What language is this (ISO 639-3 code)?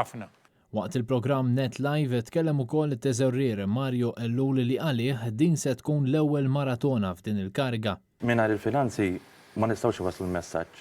mlt